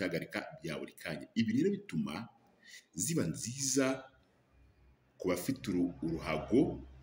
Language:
Kinyarwanda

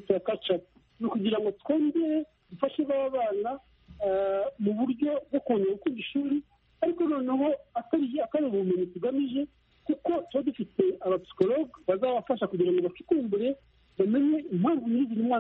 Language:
Kinyarwanda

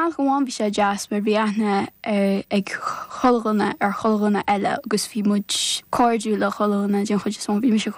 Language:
Irish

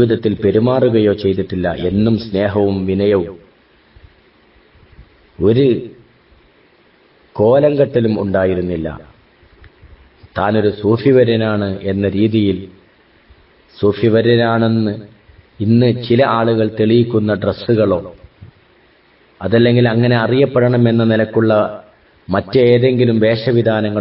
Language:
Malayalam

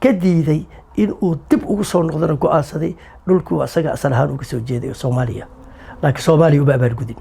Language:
Somali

